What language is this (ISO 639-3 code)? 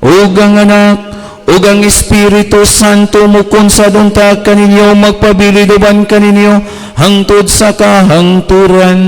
ceb